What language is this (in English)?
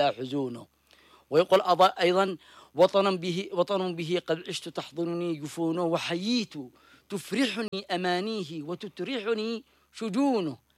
Arabic